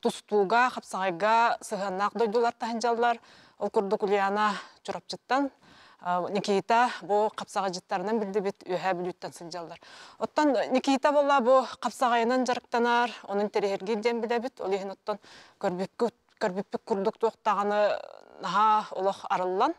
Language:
Yakut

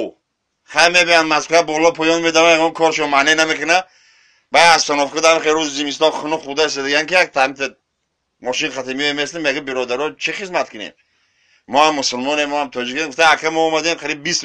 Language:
Tajik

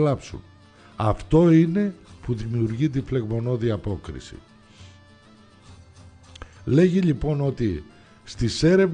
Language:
Greek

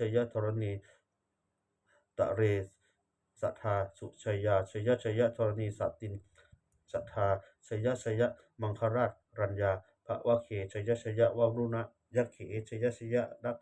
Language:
Pali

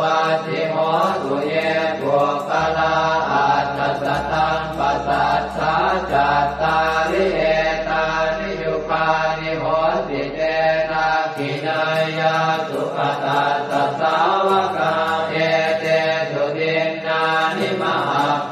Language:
Pali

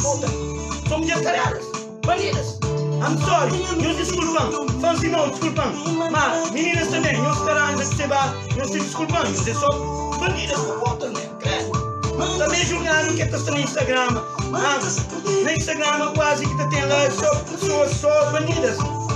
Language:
Kabuverdianu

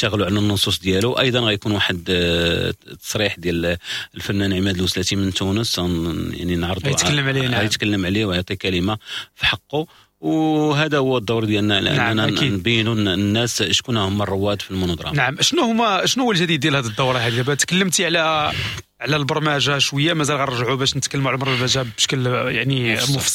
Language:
Moroccan Arabic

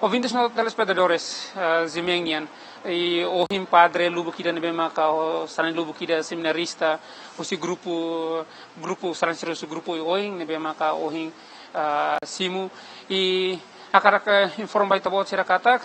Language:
Tetum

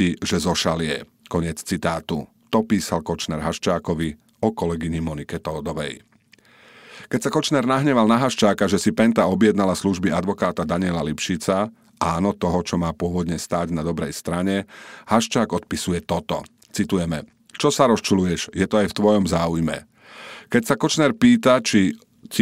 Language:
Slovak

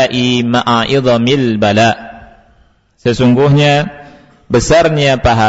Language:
Indonesian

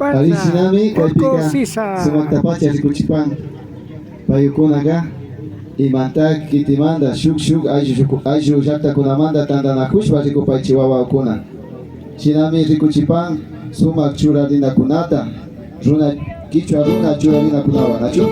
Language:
Imbabura Highland Quichua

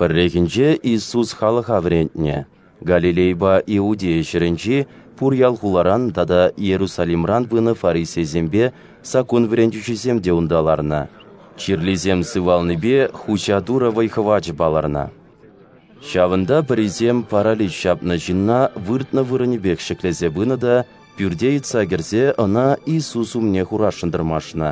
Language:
Chuvash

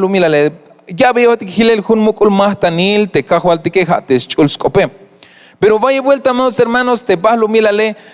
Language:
Tzeltal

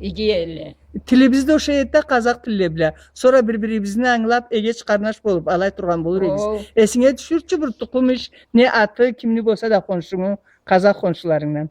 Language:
Karachay-Balkar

